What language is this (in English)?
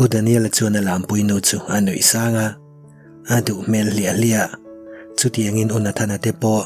Mizo